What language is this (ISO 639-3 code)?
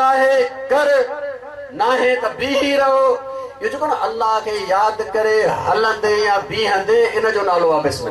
snd